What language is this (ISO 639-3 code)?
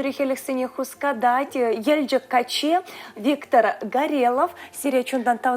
chv